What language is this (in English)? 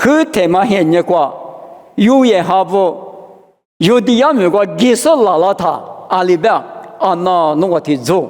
Lisu